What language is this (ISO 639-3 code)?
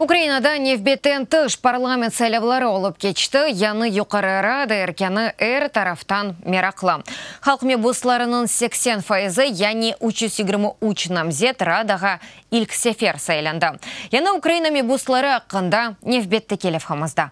crh